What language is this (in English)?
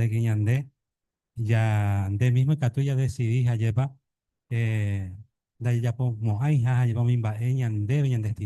Guarani